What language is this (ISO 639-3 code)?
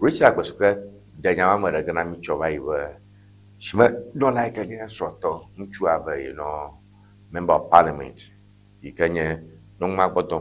ewe